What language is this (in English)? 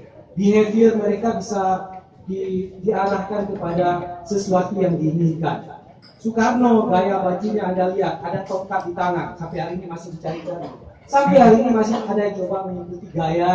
Indonesian